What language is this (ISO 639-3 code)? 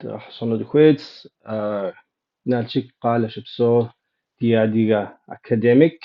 kbd